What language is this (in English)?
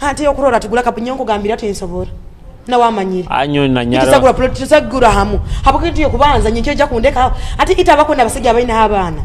Nyoro